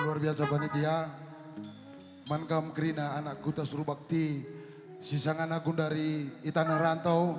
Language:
Batak Karo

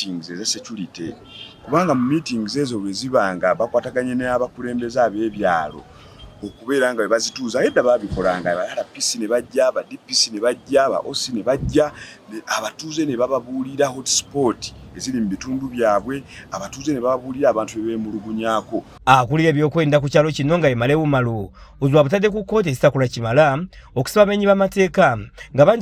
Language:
Ganda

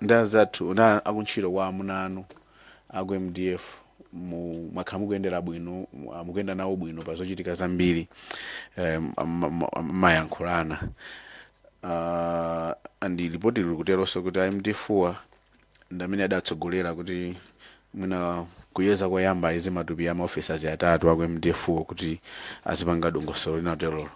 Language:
Nyanja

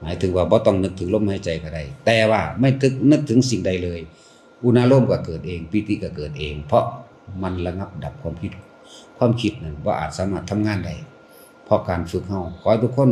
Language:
Northeastern Thai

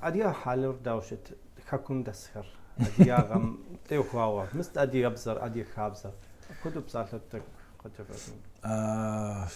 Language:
Kabardian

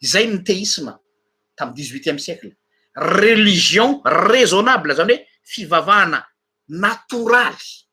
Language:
Malagasy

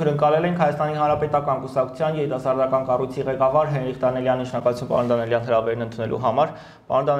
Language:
Armenian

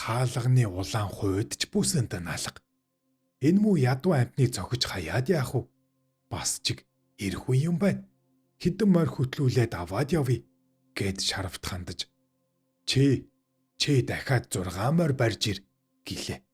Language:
Mongolian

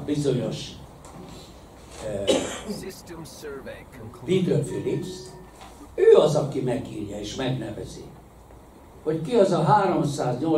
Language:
Hungarian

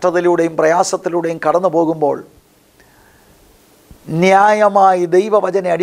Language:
Malayalam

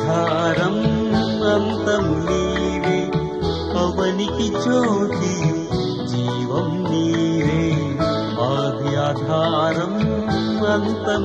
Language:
Telugu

